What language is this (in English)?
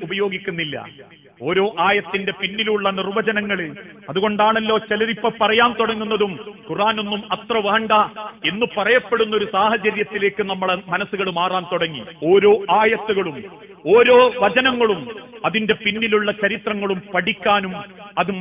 Malayalam